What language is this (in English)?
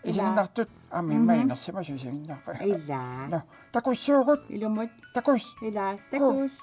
Kalaallisut